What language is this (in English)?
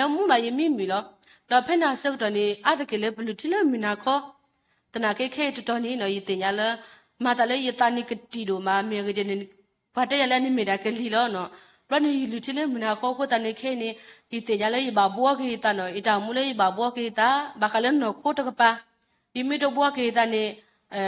S'gaw Karen